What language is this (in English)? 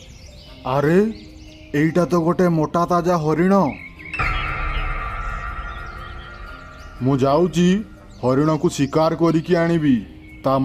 Odia